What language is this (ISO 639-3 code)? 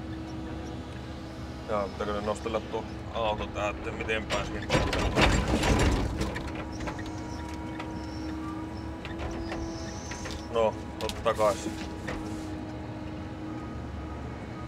fin